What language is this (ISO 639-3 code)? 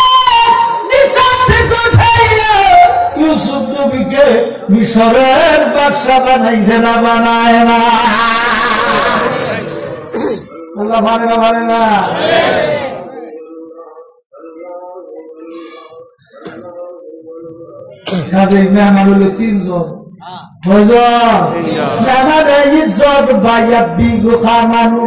ben